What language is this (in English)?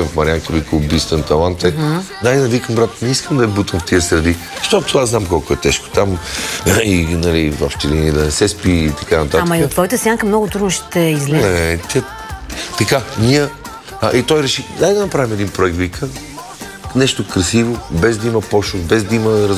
Bulgarian